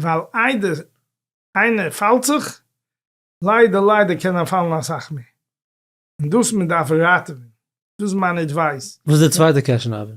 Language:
Yiddish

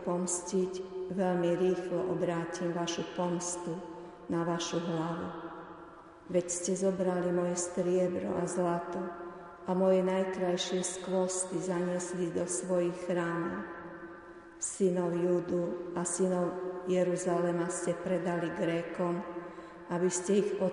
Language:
Slovak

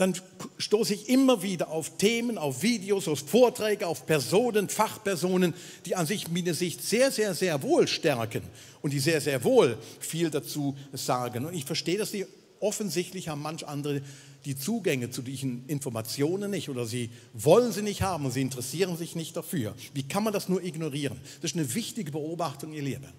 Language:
Swiss German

